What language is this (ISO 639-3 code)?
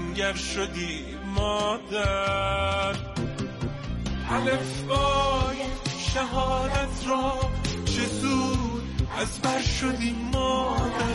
fas